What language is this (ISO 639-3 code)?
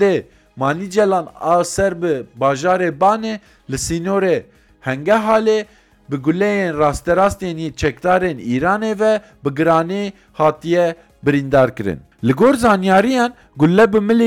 kur